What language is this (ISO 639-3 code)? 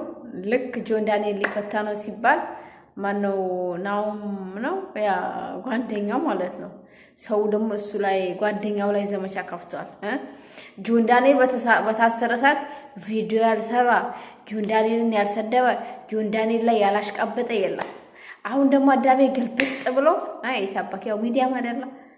amh